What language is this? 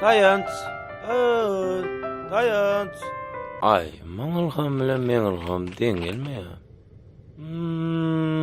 Turkmen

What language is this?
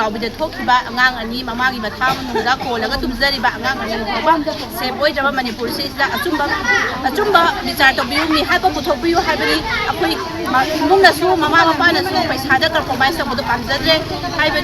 Manipuri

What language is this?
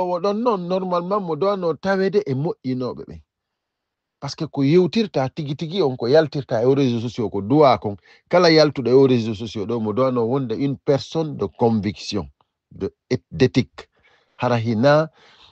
Fula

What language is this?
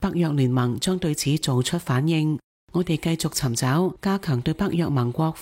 Cantonese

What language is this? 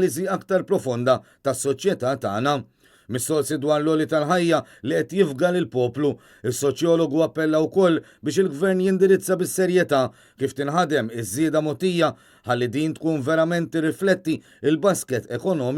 Maltese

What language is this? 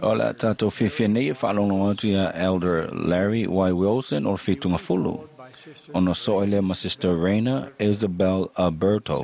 Samoan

